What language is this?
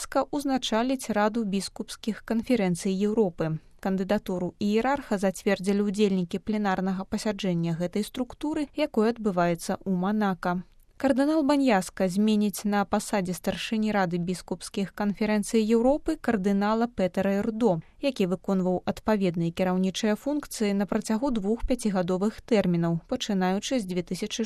Belarusian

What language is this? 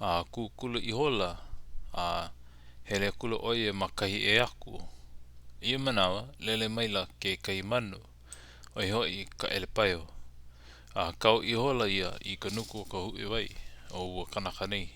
Hawaiian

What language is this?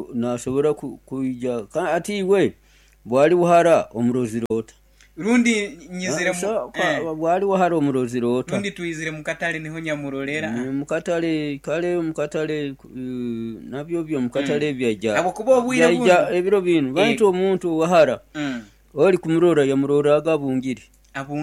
Nyoro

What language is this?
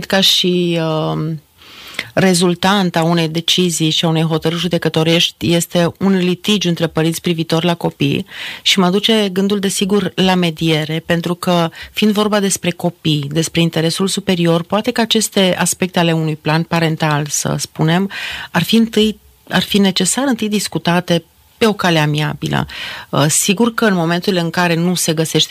Romanian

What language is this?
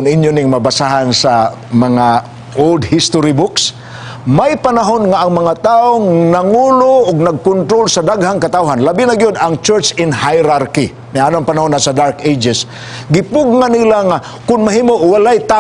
Cebuano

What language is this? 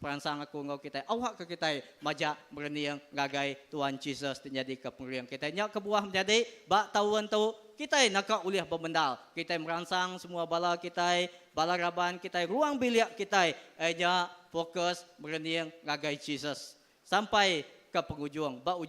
Iban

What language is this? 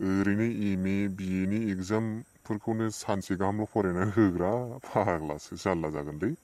Bodo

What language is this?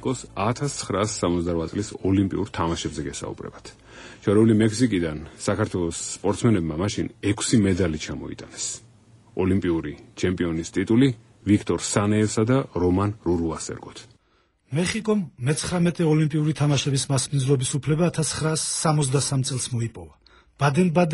Georgian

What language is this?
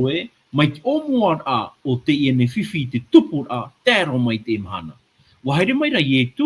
Tahitian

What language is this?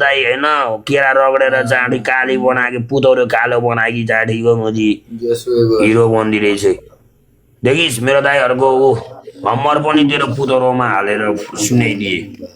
Nepali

